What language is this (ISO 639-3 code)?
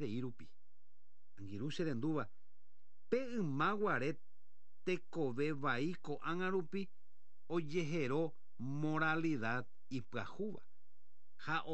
grn